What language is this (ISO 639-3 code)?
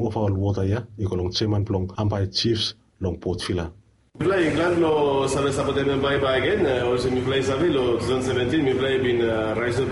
bis